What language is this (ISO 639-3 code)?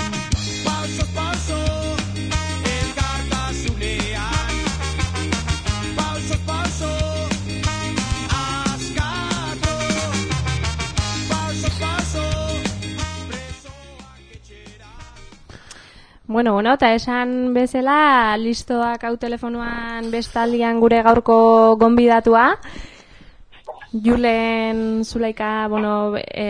eus